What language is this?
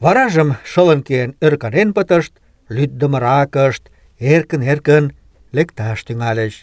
Mari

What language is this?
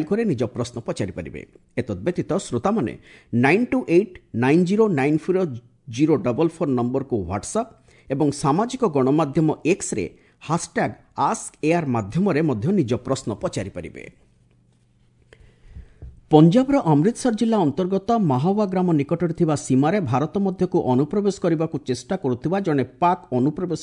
Odia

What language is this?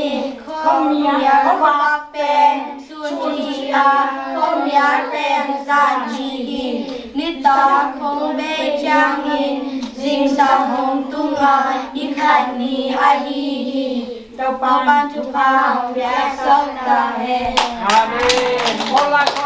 Tedim Chin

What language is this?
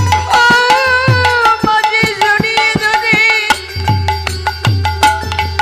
Bangla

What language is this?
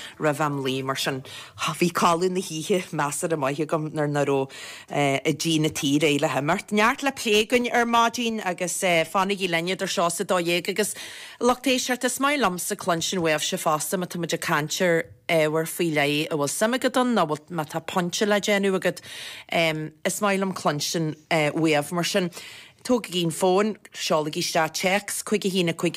Irish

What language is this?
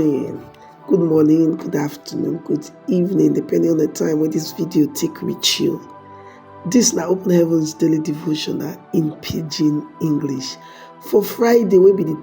Nigerian Pidgin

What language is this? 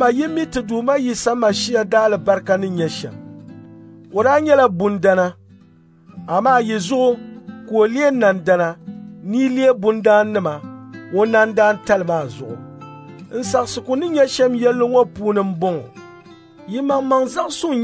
Dagbani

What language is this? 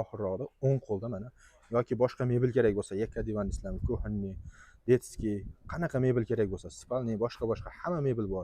Uzbek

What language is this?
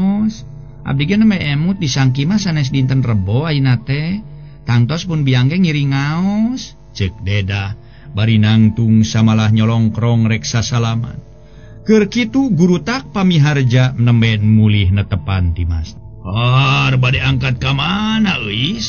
Sundanese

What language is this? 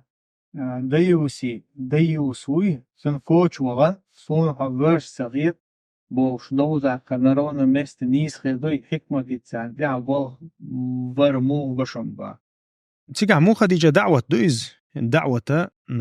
Chechen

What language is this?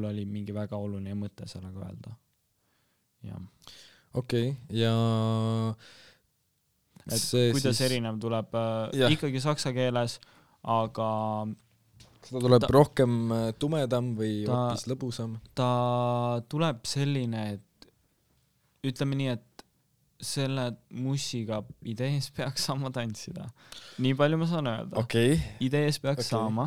Estonian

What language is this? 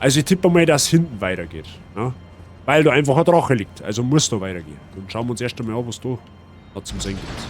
Bavarian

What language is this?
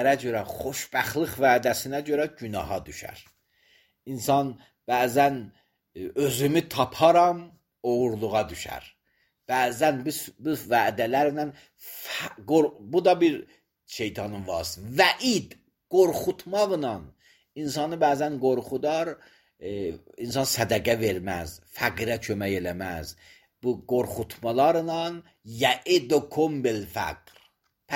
Azerbaijani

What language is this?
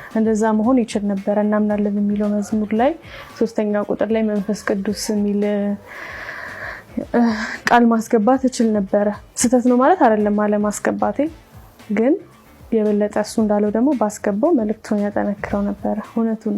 Amharic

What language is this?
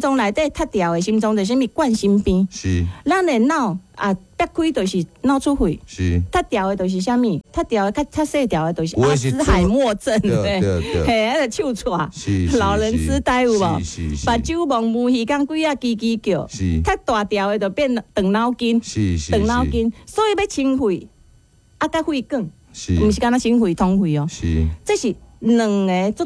Min Nan Chinese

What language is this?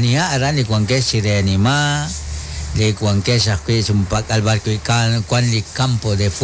Kekchí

